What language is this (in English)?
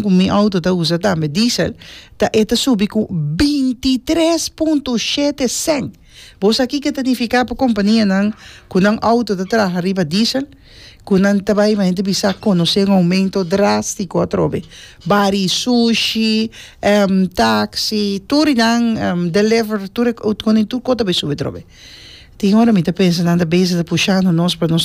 Papiamento